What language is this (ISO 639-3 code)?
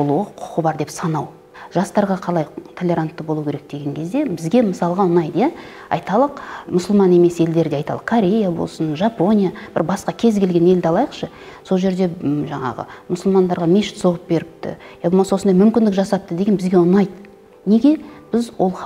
kaz